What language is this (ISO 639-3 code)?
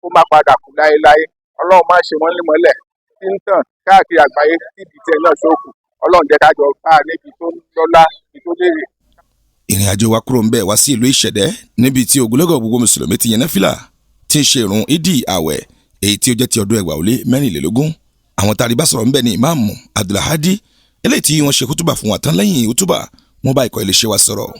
yor